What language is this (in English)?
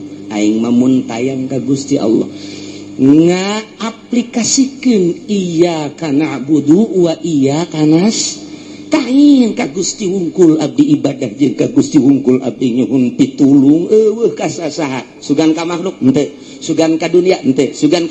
Sundanese